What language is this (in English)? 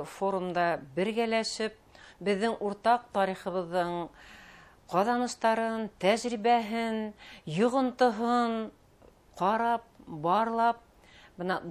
Bashkir